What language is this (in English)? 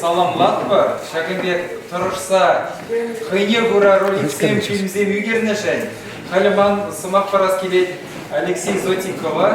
Chuvash